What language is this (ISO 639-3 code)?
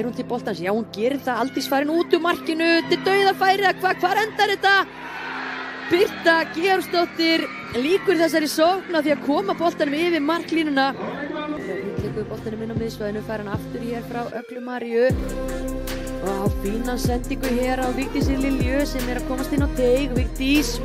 isl